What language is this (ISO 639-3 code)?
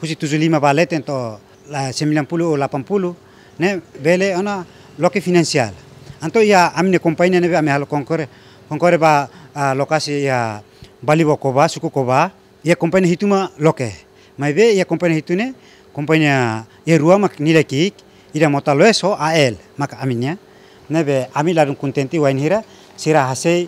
tet